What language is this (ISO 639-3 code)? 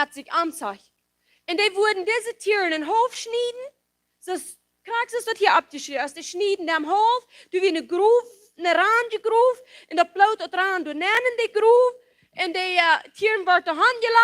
pdt